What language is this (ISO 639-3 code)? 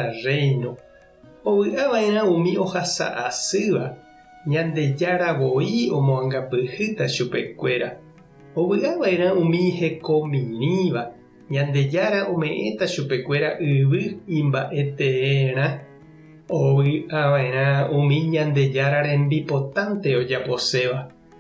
grn